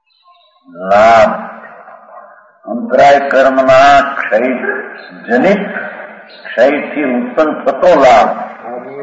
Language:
Gujarati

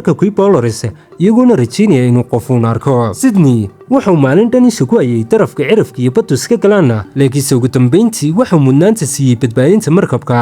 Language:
Somali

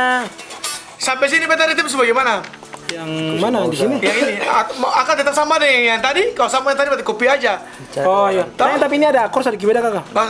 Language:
Ambonese Malay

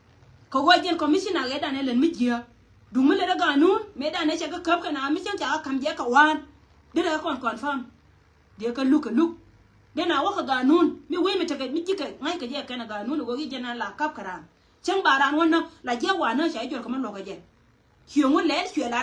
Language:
Nuer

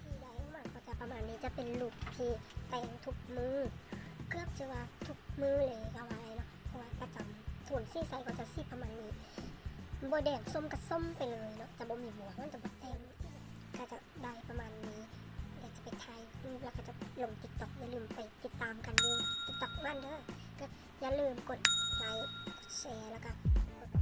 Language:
Lao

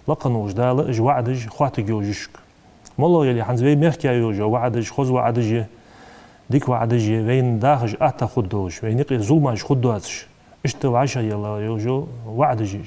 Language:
Ingush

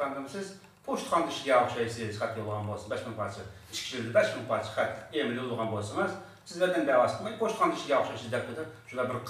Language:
Uyghur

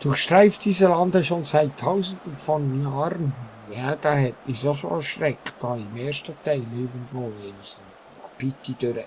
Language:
Swiss German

